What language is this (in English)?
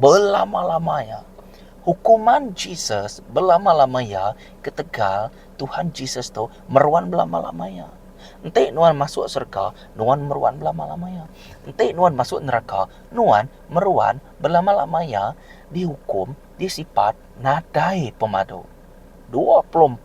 Iban